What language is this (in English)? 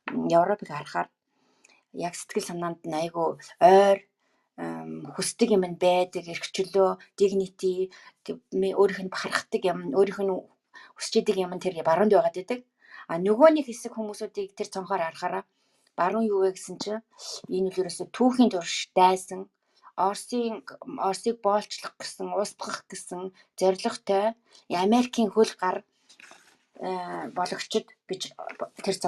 Mongolian